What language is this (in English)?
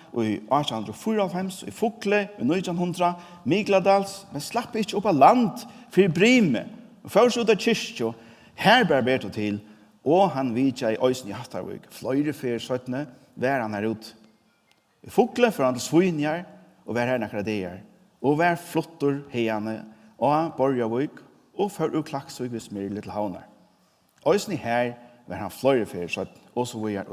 Faroese